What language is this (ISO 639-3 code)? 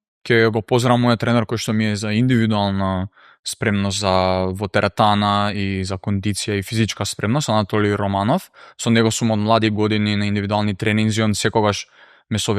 mkd